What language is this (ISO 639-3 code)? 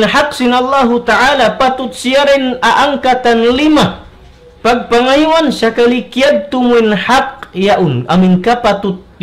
tsg